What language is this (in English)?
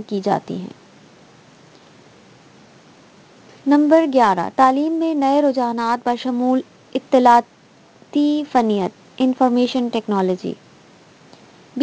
Urdu